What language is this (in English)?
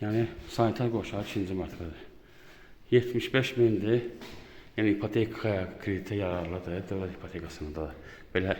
Azerbaijani